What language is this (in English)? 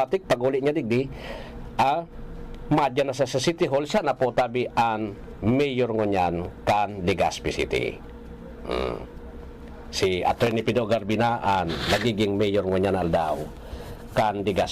Bikol